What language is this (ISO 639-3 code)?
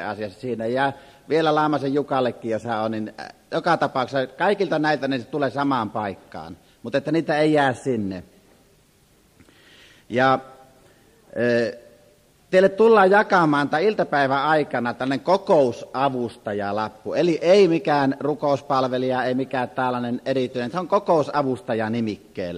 fin